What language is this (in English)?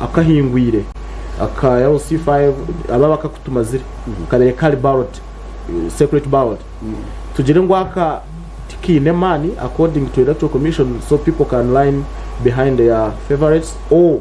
Nyankole